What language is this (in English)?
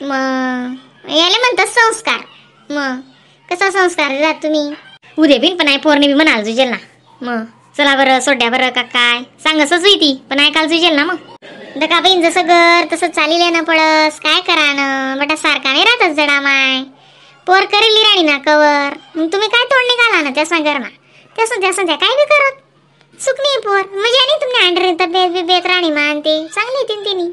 Khandesi